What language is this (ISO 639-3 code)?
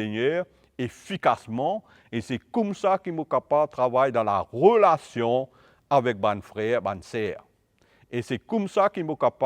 mfe